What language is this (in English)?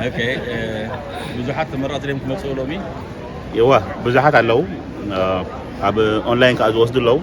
Tigrinya